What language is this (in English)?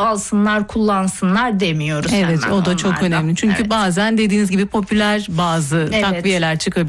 Turkish